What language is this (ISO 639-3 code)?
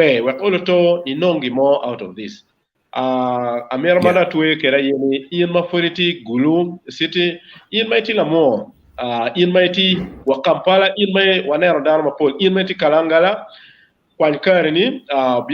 ach